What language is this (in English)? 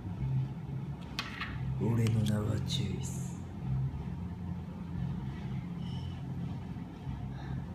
Japanese